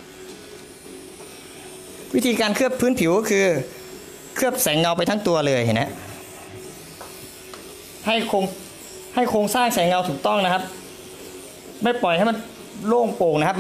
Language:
Thai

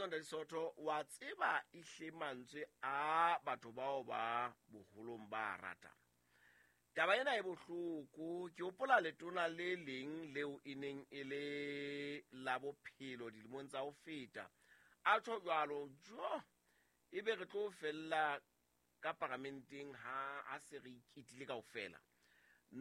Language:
Southern Sotho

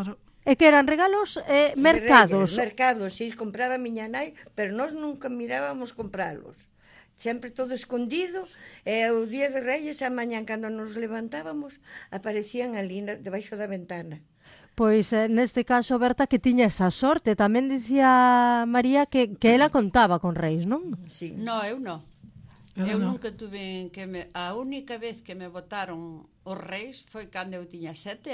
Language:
Galician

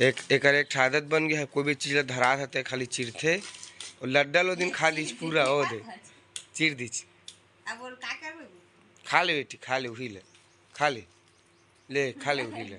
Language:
Chhattisgarhi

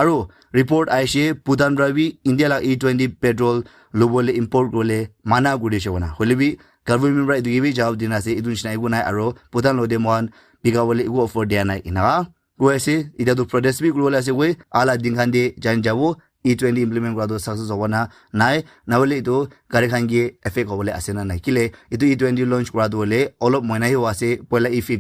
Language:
Naga Pidgin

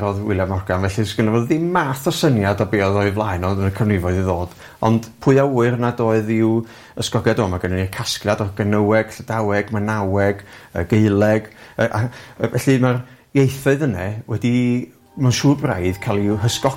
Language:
Welsh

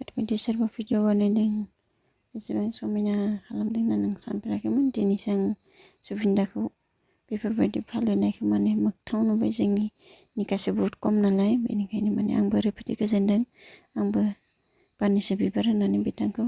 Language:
Bodo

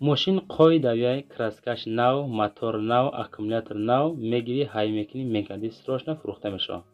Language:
Tajik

